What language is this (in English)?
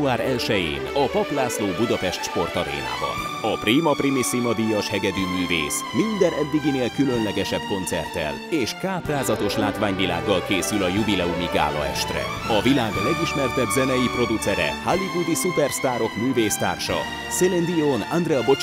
Hungarian